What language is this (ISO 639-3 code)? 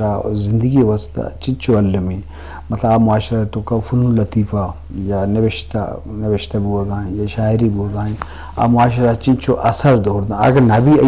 bgp